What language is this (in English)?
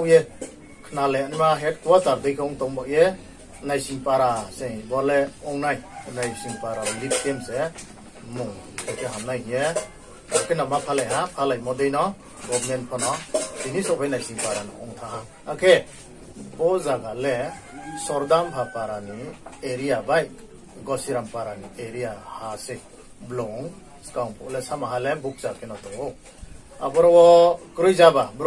Riang (India)